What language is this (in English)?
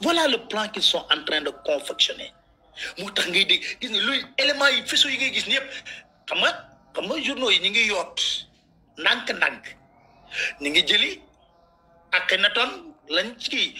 Wolof